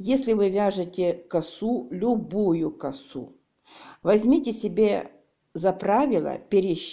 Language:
Russian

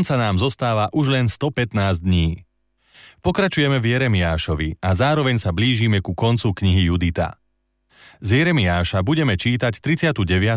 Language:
Slovak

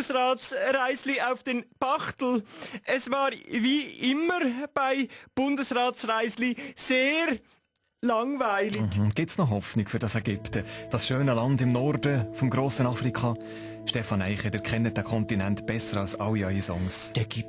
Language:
Swiss German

